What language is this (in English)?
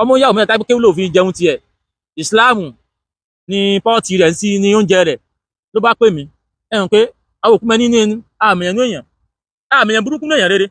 Yoruba